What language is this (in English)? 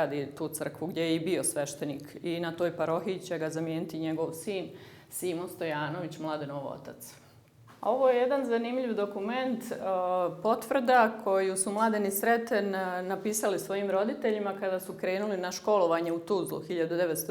Bosnian